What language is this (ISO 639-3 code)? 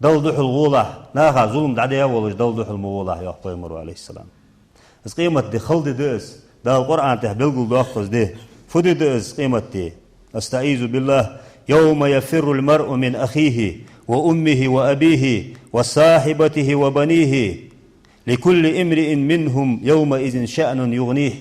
inh